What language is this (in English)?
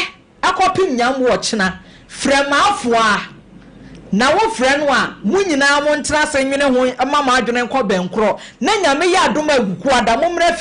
Akan